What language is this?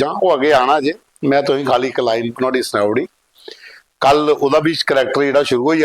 Dogri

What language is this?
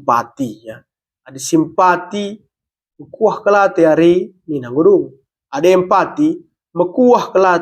Batak Karo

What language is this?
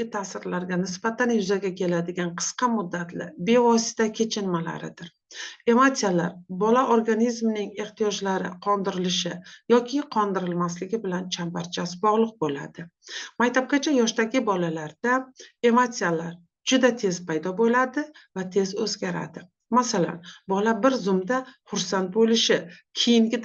Uzbek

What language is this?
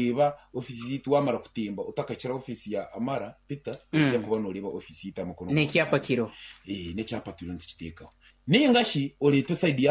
Nyankole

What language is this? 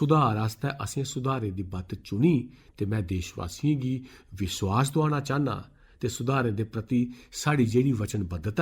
Dogri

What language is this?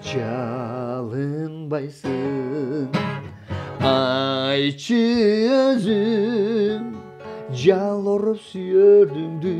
Kyrgyz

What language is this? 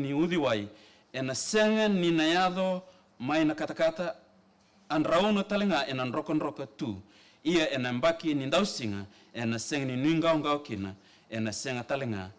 Fijian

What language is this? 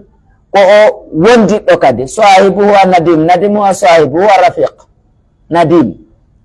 Pular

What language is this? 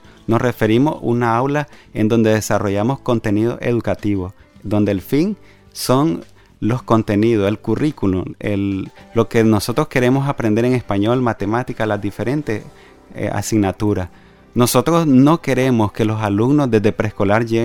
Spanish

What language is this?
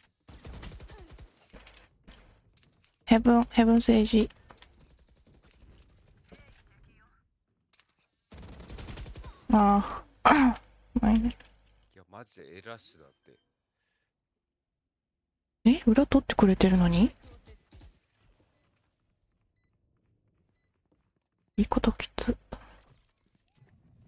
Japanese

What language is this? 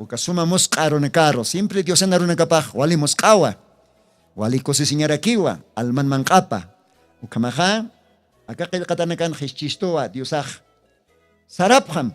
Aymara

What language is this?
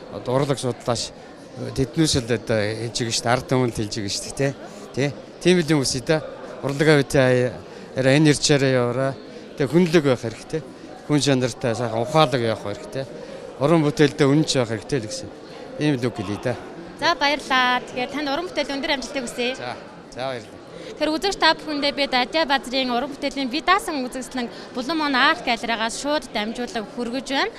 Mongolian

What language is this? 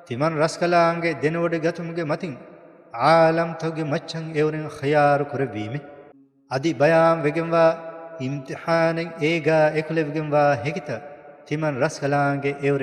Divehi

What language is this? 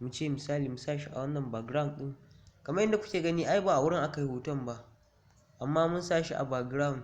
Hausa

